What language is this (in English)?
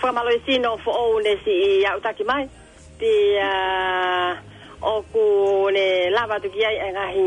Tongan